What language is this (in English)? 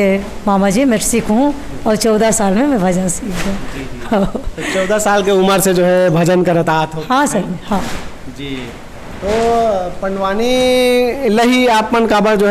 Chhattisgarhi